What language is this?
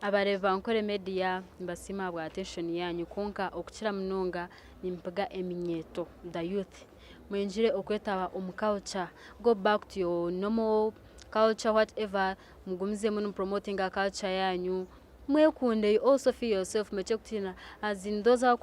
Nyankole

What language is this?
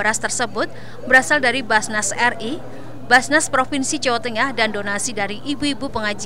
Indonesian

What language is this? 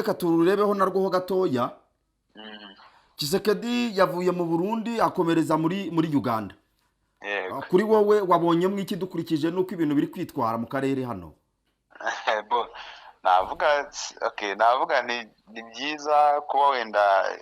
Kinyarwanda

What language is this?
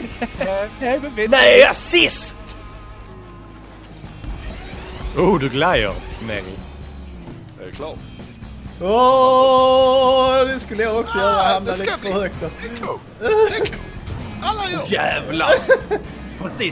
Swedish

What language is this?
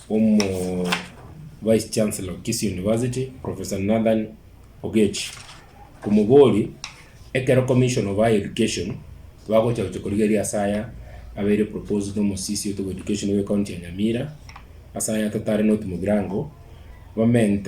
Gusii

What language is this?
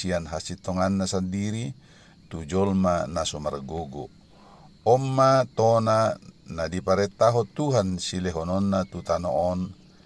Batak Toba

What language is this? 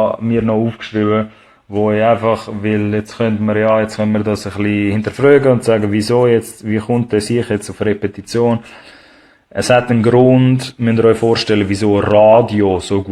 Swiss German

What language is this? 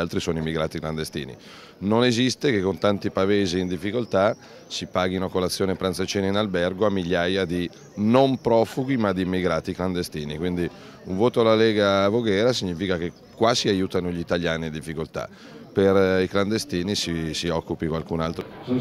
Italian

